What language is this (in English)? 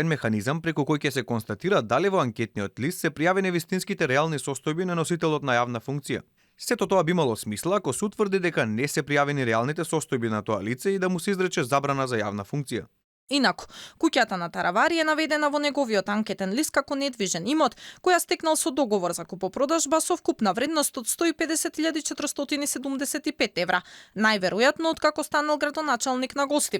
Macedonian